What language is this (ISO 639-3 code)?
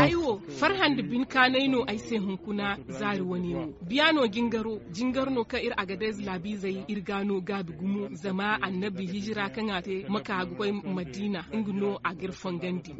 dje